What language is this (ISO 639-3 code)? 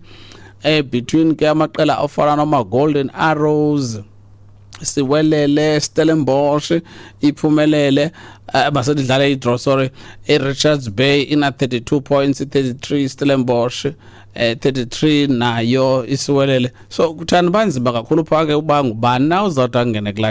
xho